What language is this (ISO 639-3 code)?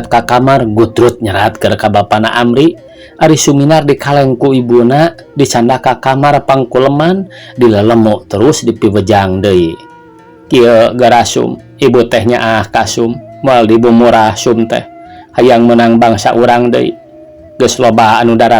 sun